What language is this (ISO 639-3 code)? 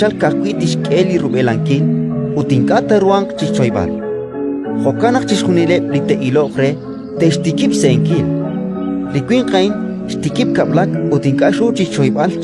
kek